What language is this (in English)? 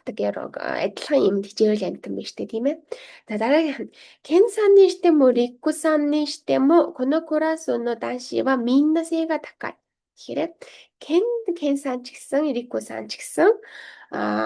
Mongolian